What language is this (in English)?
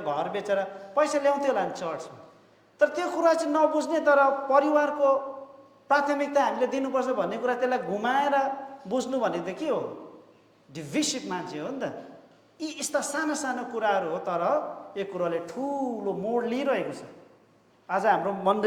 Nepali